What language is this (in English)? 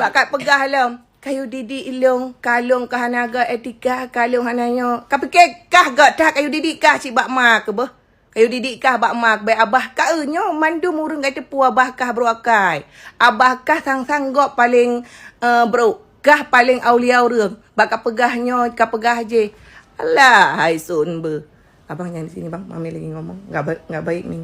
Achinese